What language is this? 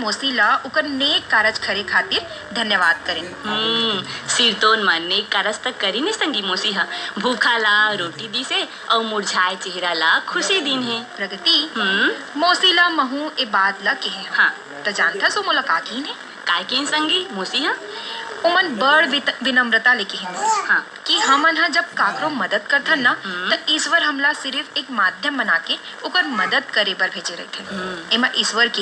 Chhattisgarhi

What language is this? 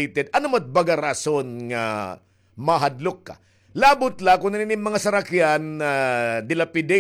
Waray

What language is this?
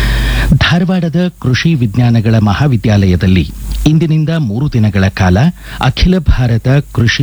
Kannada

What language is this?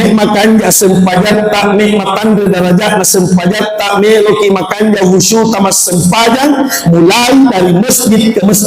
Buginese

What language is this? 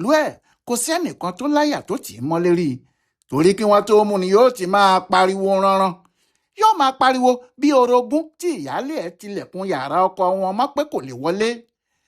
Yoruba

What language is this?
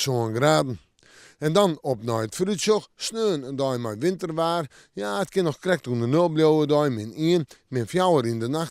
Western Frisian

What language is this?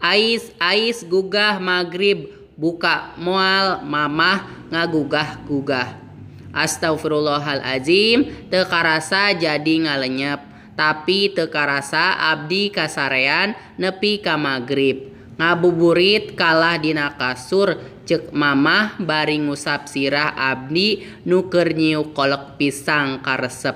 Sundanese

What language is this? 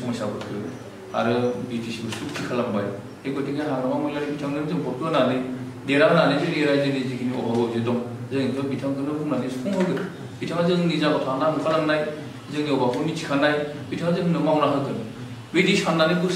Bodo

